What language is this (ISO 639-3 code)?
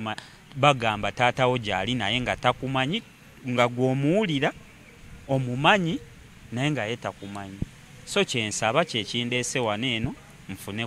lug